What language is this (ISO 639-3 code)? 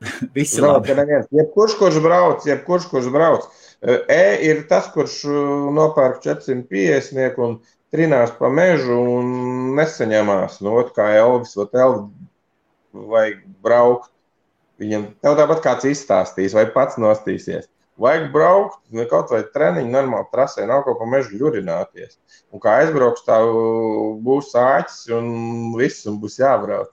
lav